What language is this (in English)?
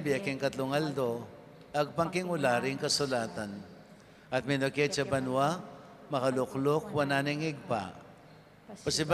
Pampanga